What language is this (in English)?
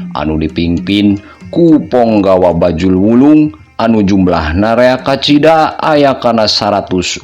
Sundanese